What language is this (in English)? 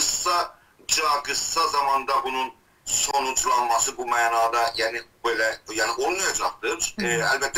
South Azerbaijani